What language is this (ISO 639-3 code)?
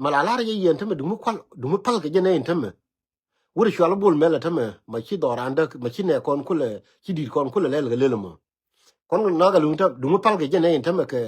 nus